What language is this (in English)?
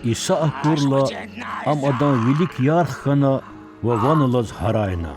Lezghian